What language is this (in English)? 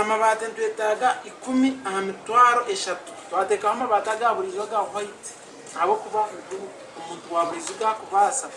Nyankole